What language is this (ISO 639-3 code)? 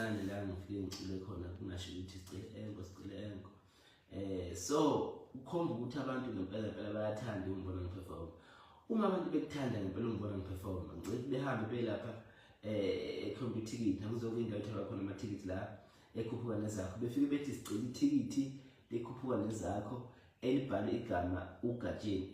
zul